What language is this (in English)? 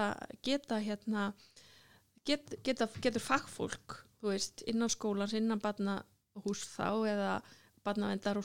Icelandic